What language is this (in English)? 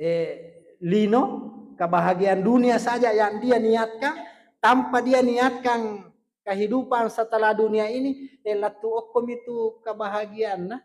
Buginese